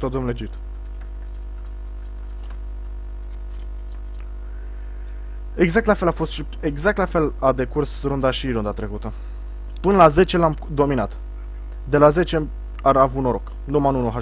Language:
Romanian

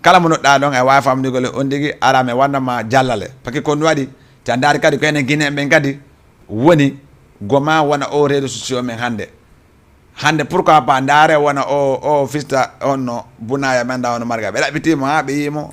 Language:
Fula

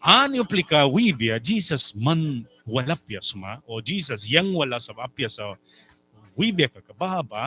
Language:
Mískito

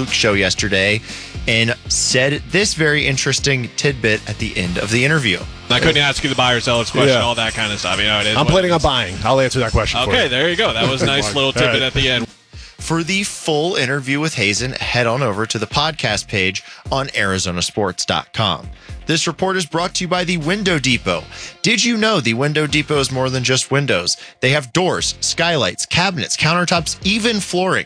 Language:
English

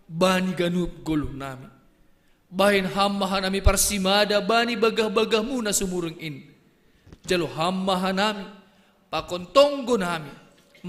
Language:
Batak Simalungun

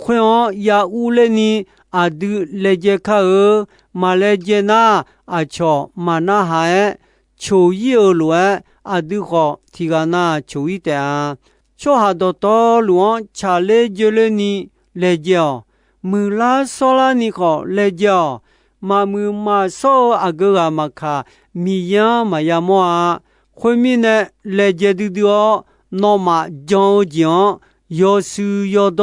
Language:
Akha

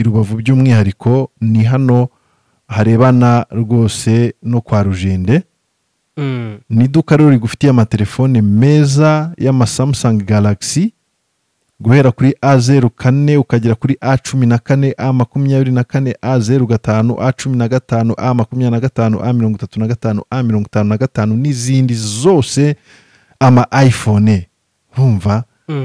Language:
Kinyarwanda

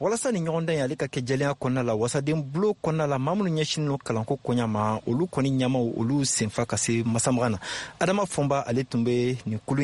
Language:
Bambara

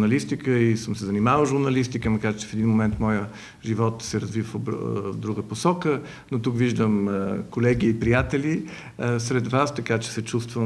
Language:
Bulgarian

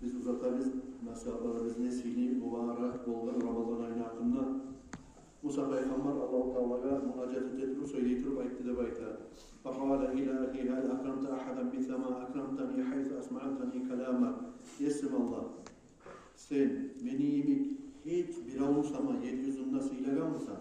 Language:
Kumyk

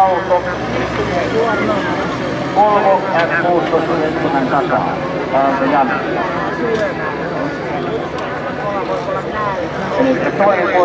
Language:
Finnish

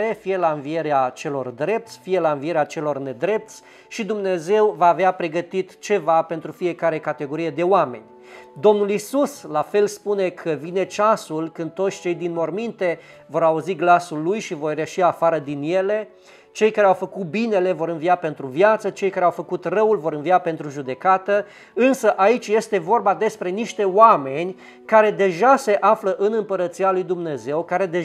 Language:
Romanian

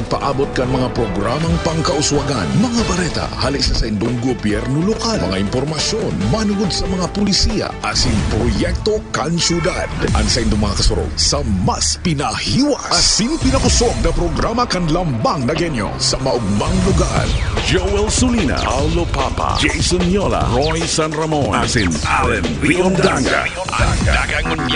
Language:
Bikol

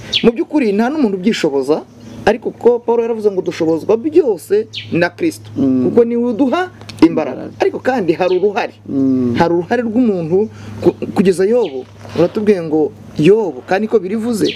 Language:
Kinyarwanda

